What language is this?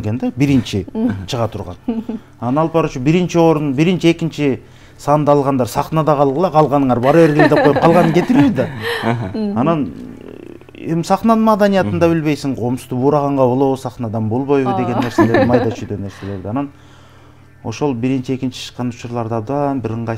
Kyrgyz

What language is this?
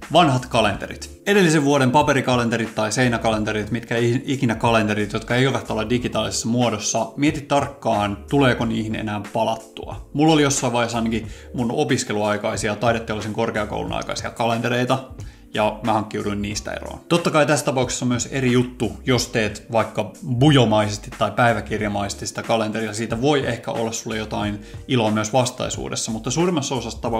Finnish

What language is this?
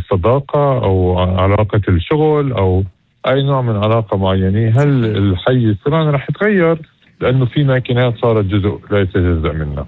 North Levantine Arabic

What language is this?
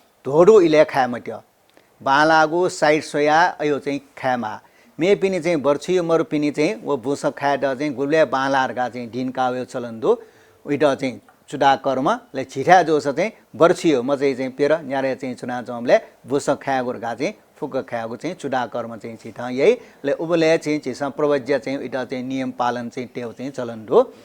Newari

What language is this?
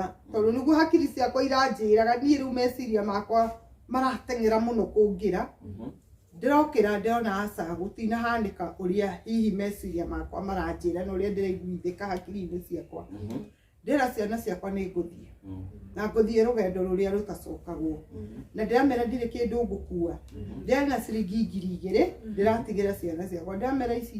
Kikuyu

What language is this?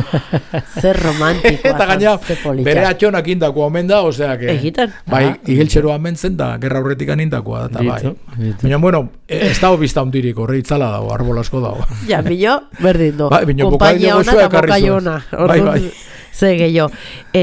Basque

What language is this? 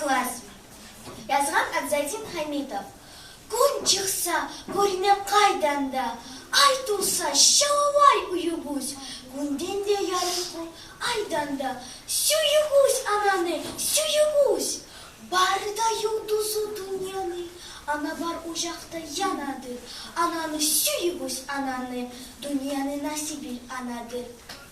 Kumyk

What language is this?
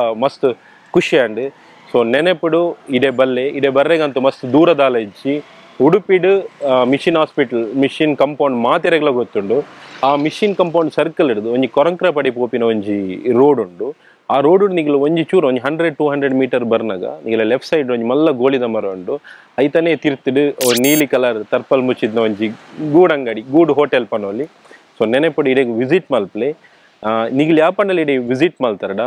Tulu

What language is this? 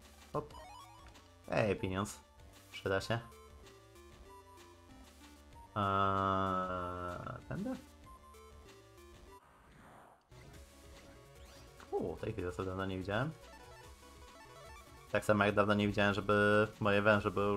Polish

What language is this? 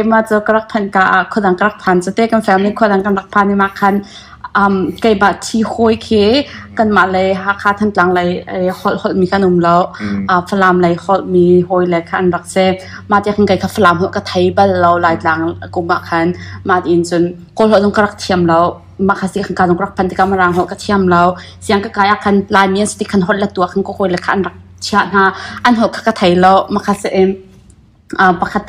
Hakha Chin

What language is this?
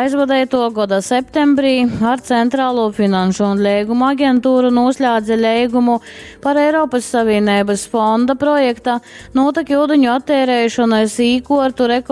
Latgalian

